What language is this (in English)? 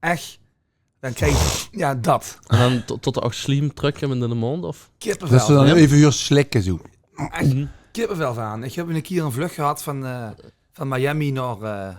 Limburgish